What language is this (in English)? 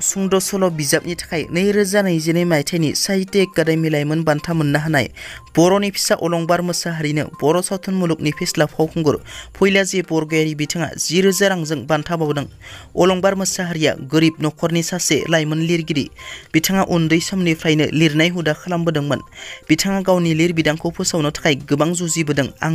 Bodo